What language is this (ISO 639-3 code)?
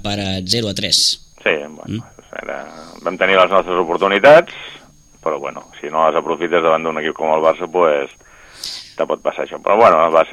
cat